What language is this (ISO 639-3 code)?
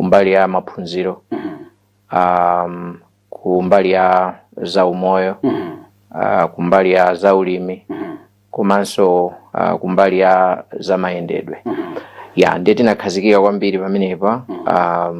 nya